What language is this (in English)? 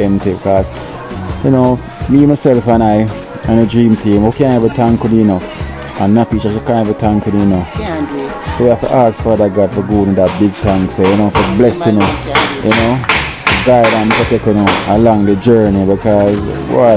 Jamaican Creole English